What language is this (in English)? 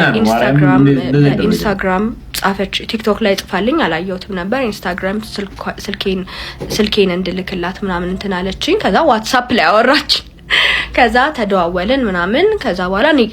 Amharic